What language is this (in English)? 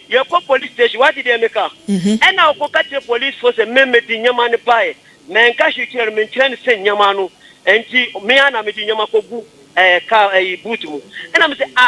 Akan